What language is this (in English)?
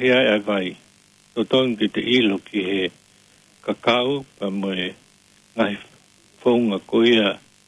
Tongan